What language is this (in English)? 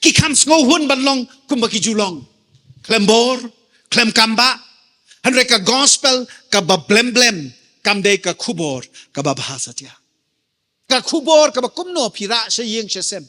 Khasi